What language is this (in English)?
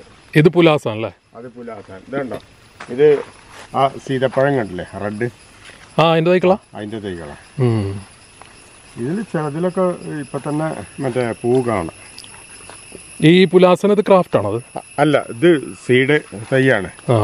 Malayalam